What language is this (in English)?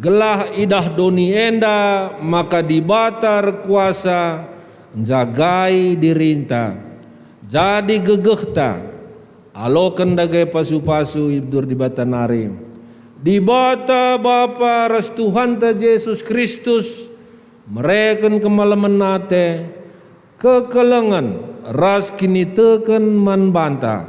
Batak Karo